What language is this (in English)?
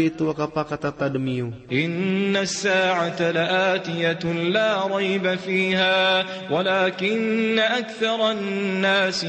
Maranao